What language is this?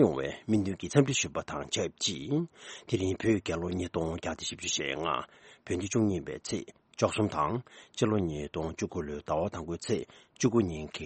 Tibetan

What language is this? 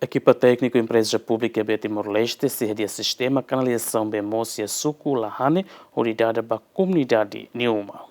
Tetum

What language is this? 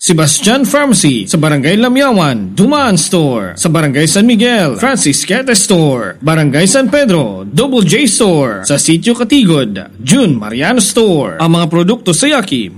Cebuano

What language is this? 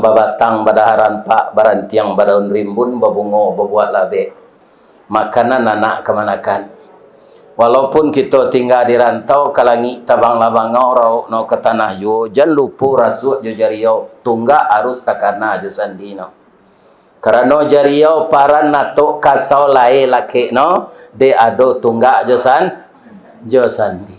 Minangkabau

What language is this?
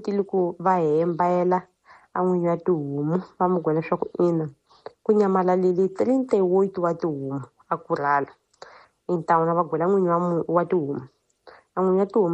Tsonga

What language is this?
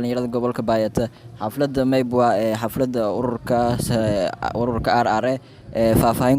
Somali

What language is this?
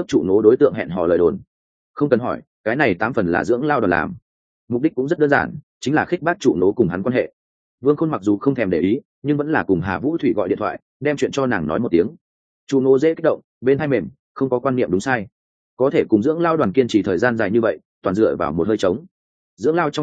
Vietnamese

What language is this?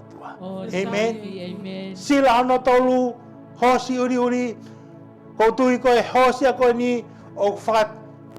Tongan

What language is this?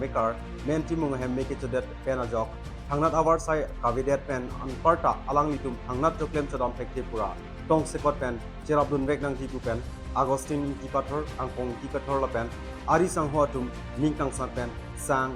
Karbi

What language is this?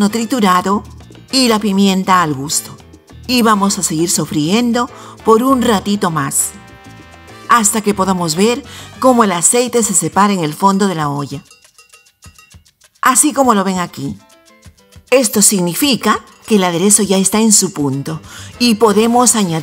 Spanish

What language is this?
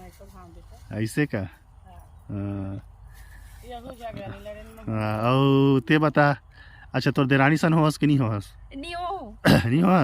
Chhattisgarhi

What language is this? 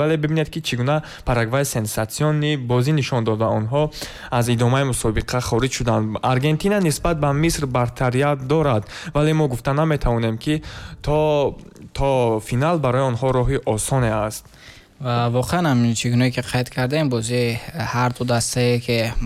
Tajik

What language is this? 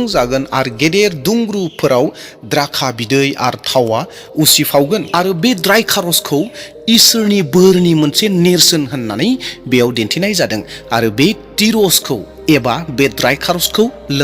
Bodo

